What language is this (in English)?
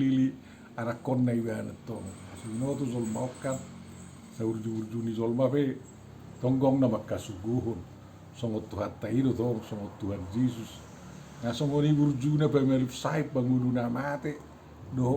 Batak Toba